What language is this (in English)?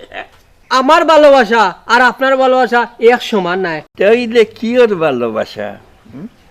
Sylheti